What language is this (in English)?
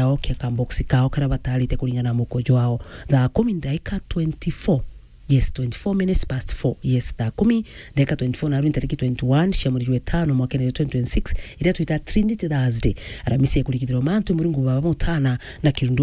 Meru